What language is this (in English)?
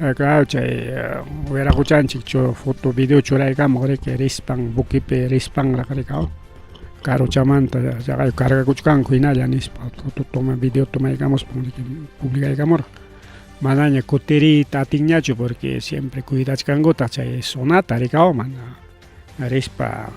Ayacucho Quechua